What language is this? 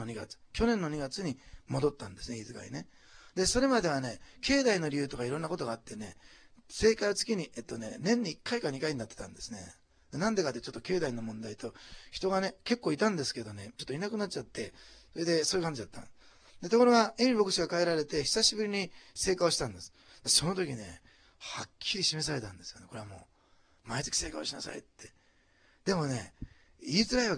Japanese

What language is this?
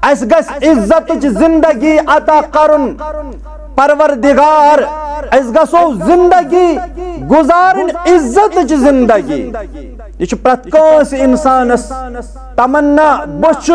Kashmiri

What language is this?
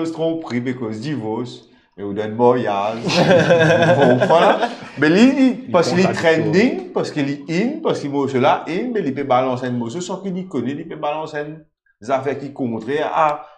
Morisyen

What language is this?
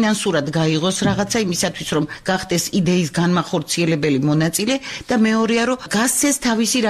Georgian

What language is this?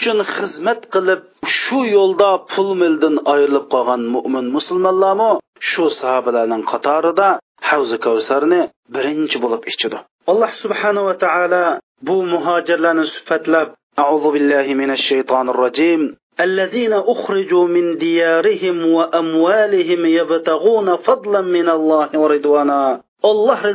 Uyghur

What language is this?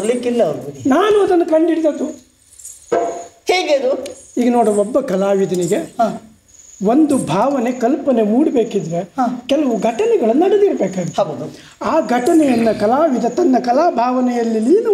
Kannada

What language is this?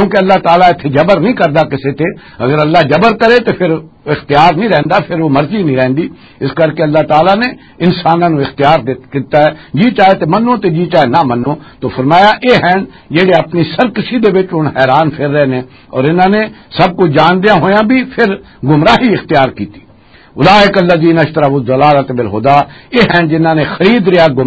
Western Panjabi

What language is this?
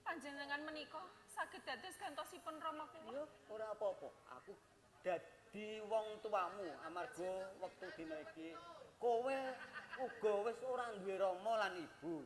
Javanese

